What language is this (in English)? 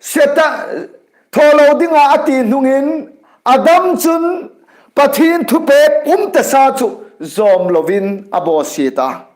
Hmar